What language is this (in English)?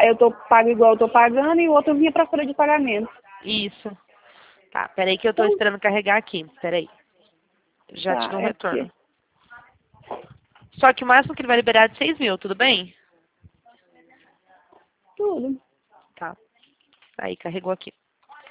Portuguese